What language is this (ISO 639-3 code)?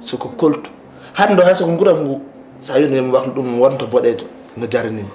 ful